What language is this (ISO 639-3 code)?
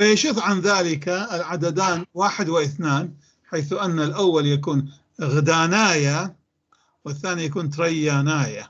apc